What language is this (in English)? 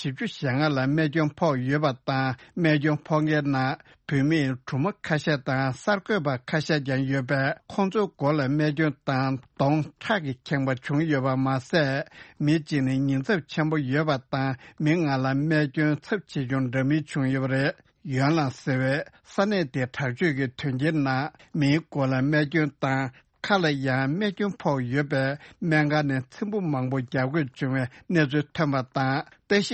Tibetan